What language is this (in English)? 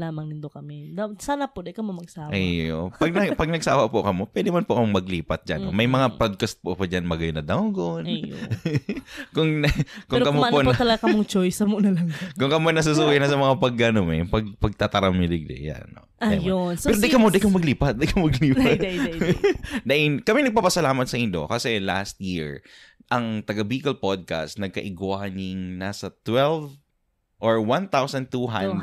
Bikol